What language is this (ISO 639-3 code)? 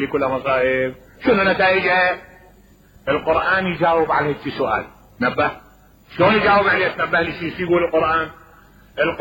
acm